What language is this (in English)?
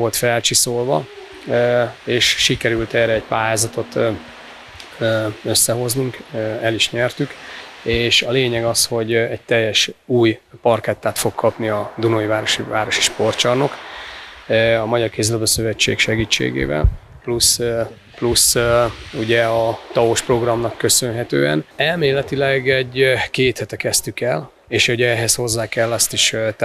Hungarian